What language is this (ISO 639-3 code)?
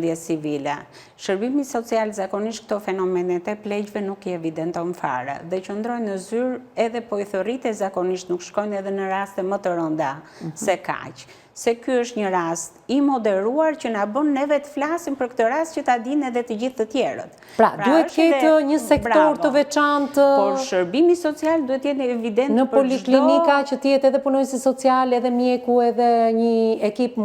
sqi